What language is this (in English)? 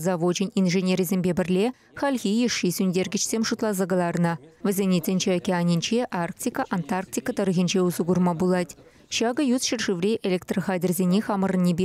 Chuvash